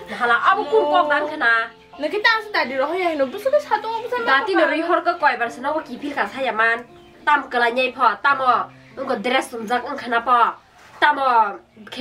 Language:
Kok Borok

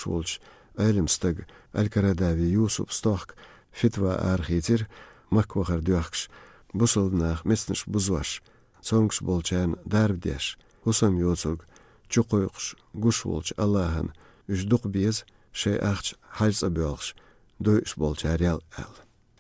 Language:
Chechen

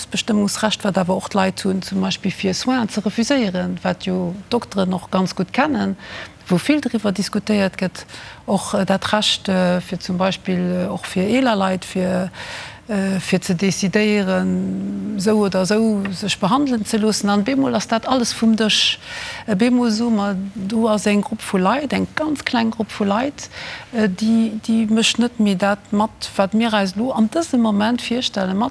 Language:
Luxembourgish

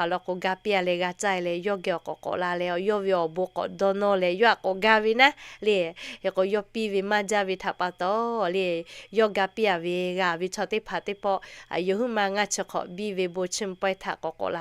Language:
Lahu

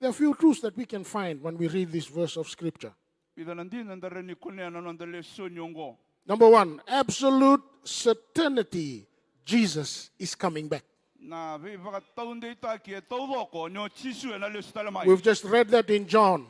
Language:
Fijian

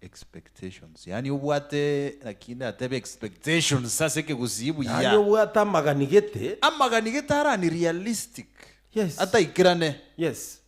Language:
Gusii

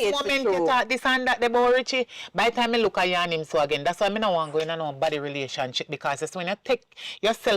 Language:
Jamaican Creole English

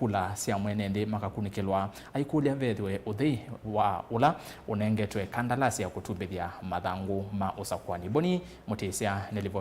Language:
Kamba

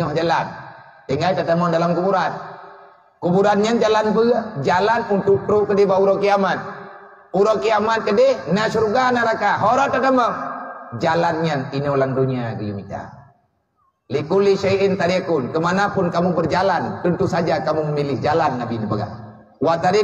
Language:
Achinese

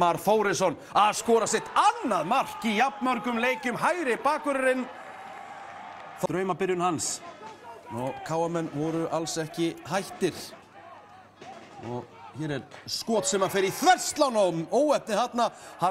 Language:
Icelandic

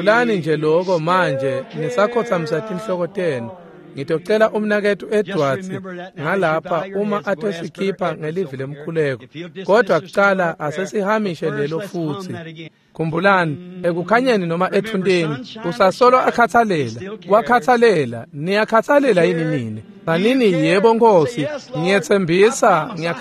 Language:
Swati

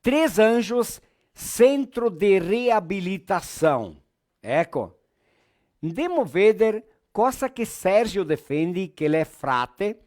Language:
Venetian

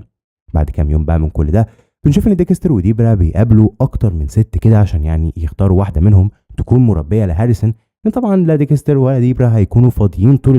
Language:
Egyptian Arabic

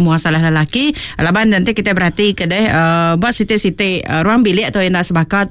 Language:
Iban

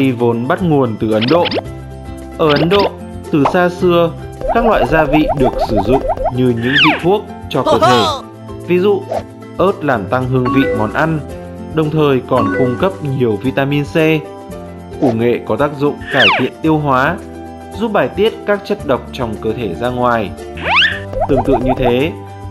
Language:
Vietnamese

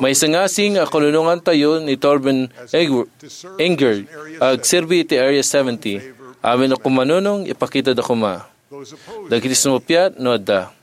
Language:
Iloko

